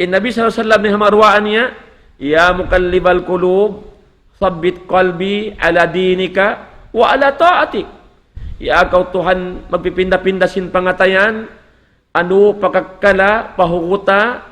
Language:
Tausug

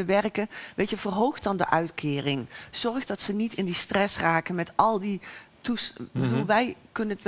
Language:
Dutch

